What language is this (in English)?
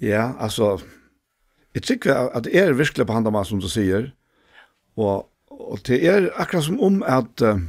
Faroese